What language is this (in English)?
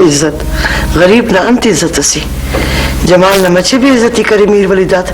Brahui